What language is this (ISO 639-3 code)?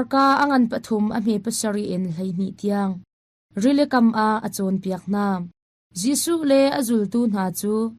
cnh